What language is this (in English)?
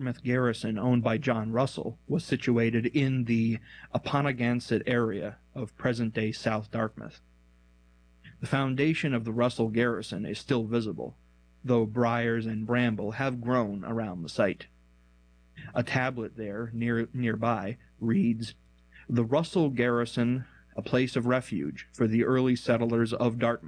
English